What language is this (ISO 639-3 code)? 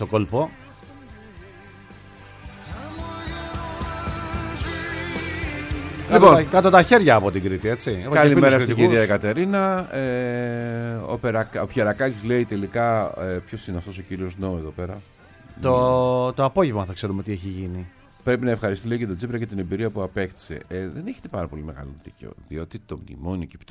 ell